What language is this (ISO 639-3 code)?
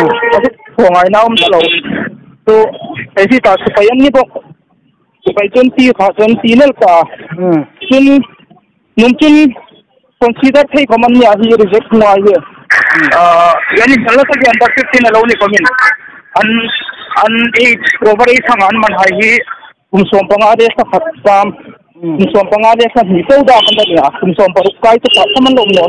hmr